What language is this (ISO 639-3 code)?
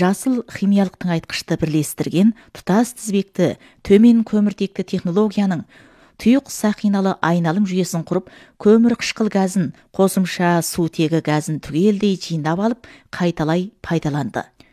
kaz